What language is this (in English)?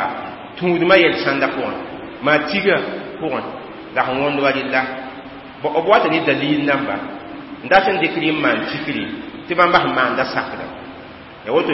Mossi